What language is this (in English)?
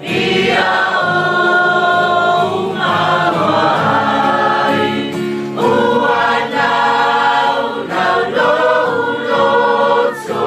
Samoan